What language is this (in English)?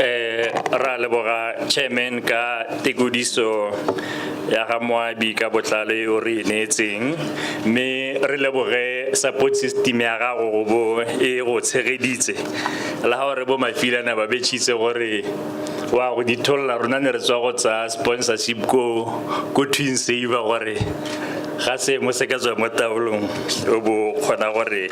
Tswana